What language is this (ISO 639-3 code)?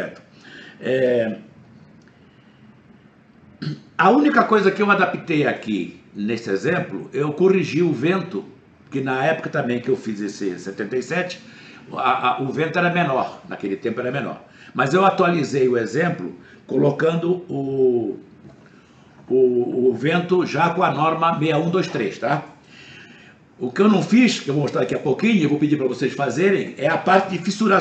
por